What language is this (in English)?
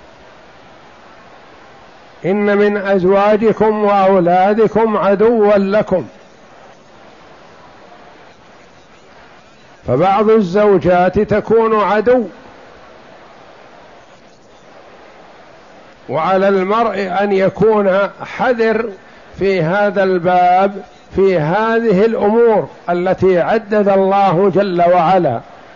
Arabic